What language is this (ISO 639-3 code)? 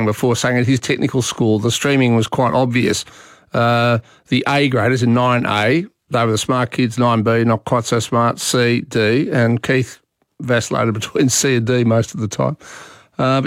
eng